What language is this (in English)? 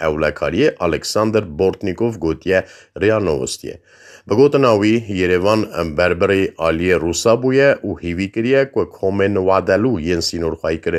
Kurdish